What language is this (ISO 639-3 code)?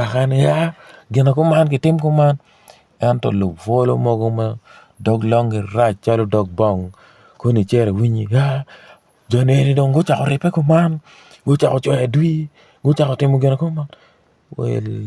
ach